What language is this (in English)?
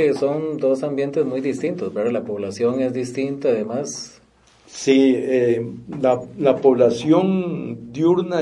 Spanish